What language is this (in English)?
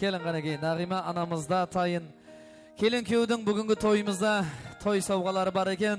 Kara-Kalpak